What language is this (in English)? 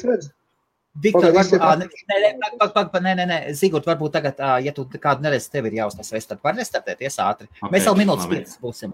Latvian